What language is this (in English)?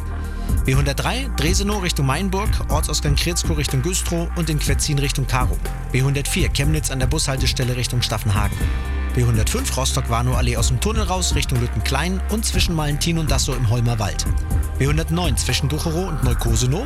German